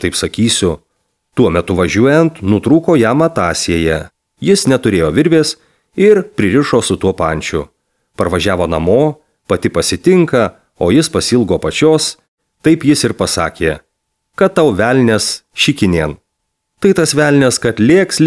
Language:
Lithuanian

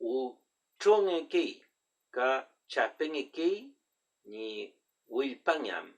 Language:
Mapuche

